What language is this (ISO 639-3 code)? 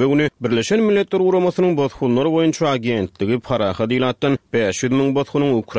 tuk